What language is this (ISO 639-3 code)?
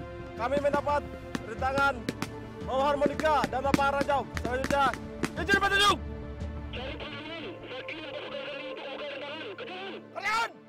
ind